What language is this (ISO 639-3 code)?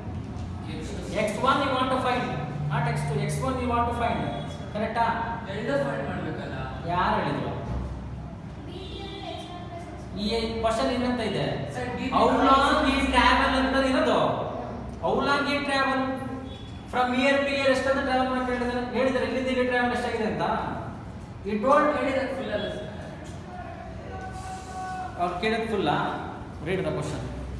kan